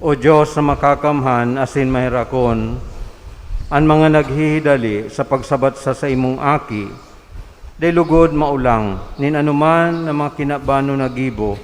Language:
Bikol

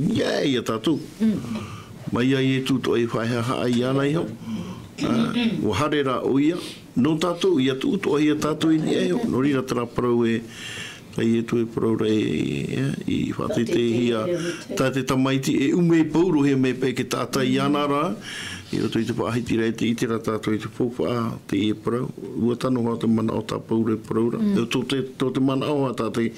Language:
Tahitian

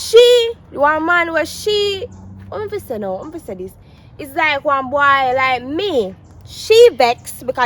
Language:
Jamaican Creole English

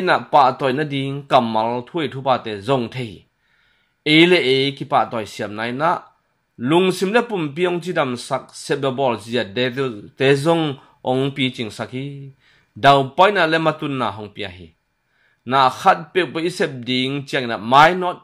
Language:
Tedim Chin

